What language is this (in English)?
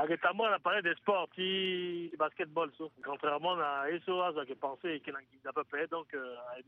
Sango